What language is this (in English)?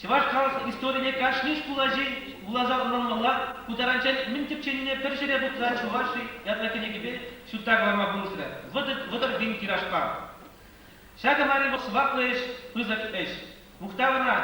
Chuvash